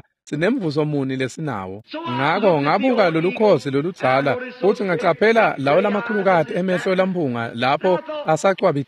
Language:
Swati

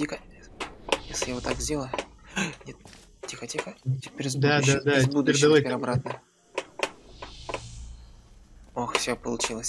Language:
Russian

